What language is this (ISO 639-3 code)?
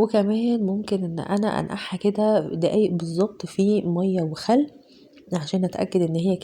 arz